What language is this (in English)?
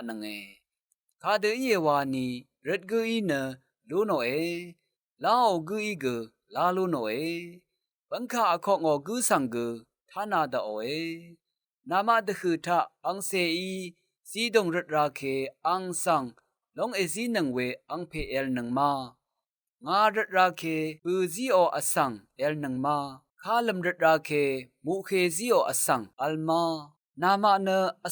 Rawang